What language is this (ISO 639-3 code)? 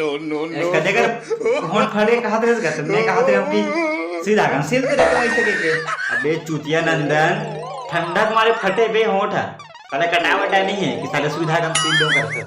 hne